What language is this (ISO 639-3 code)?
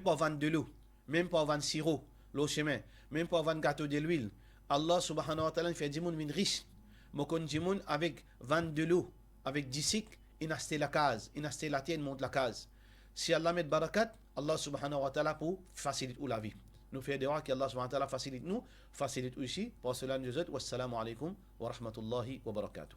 mfe